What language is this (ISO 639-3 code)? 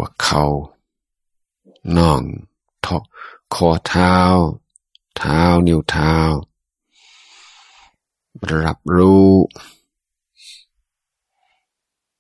tha